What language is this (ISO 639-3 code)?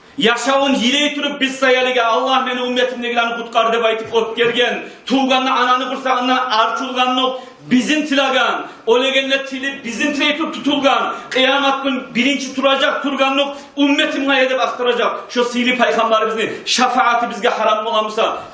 kum